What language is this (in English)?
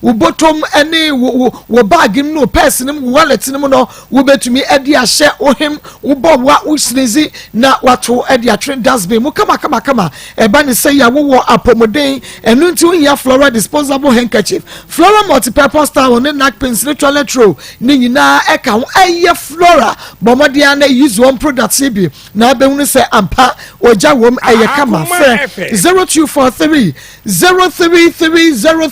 Akan